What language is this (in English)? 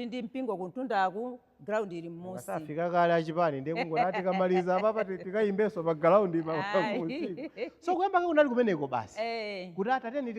Nyanja